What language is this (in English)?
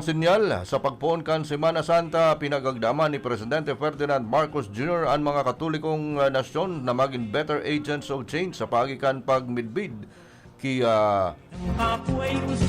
Bikol